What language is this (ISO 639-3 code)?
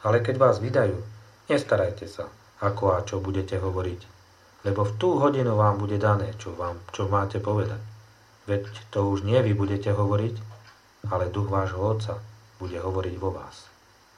slk